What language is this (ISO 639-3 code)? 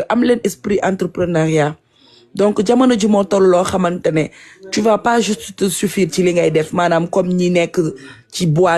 wol